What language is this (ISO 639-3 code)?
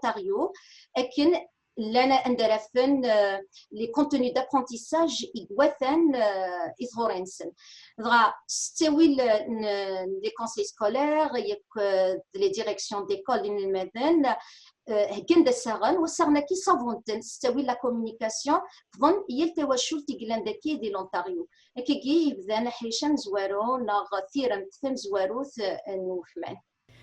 kab